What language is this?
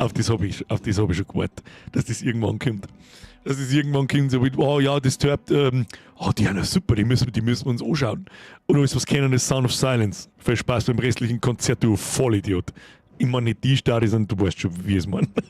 Bavarian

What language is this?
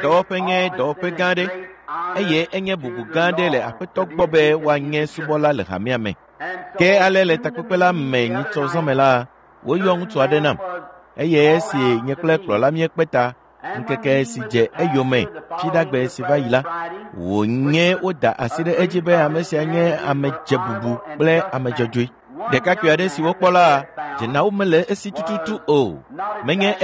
Ewe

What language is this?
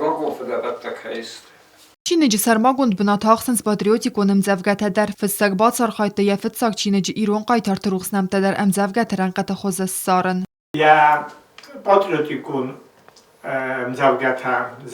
Ossetic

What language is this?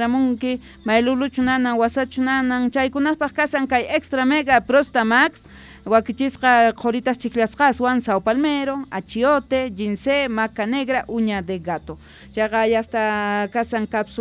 Quechua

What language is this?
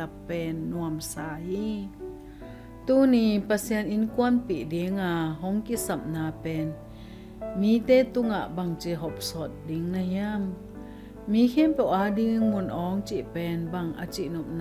Tedim Chin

